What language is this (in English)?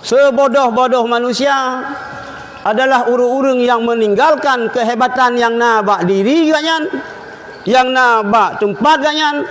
Achinese